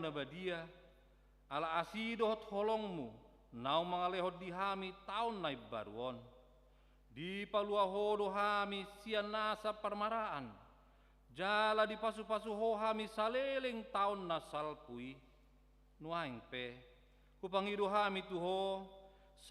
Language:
Batak Toba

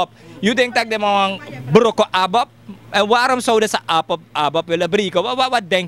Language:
Sranan Tongo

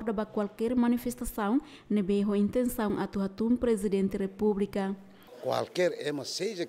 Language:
Tetum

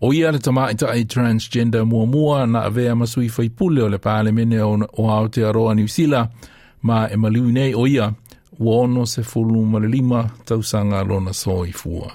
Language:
Samoan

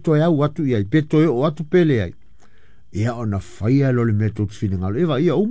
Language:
Samoan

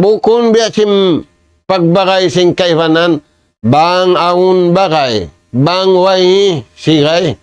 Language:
Tausug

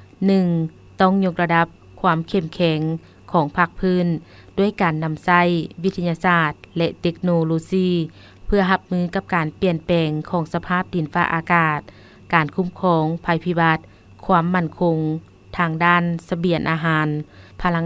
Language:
Lao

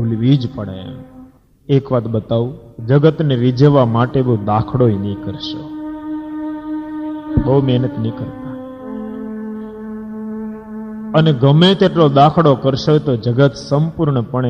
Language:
Gujarati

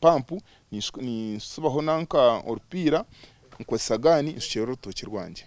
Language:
Nyankole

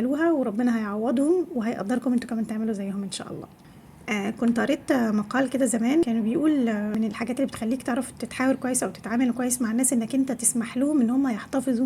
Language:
Egyptian Arabic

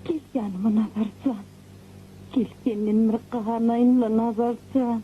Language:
Turkmen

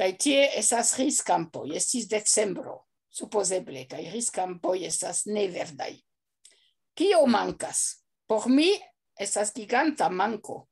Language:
Esperanto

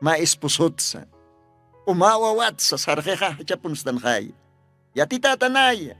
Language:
Aymara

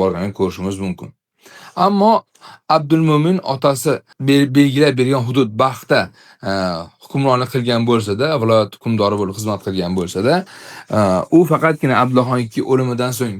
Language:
Uzbek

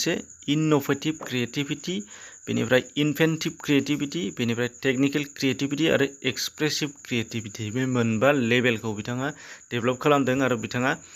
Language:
Bodo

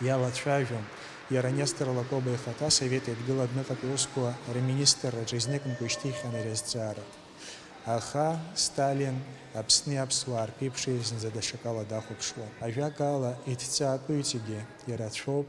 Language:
Abkhazian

